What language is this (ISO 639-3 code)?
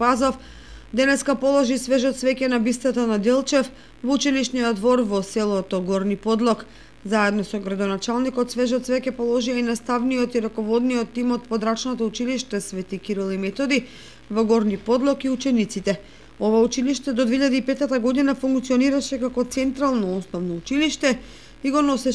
mkd